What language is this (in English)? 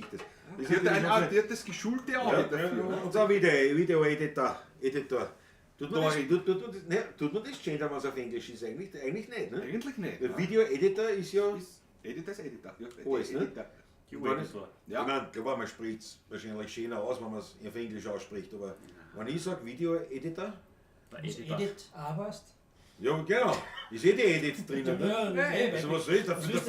Bavarian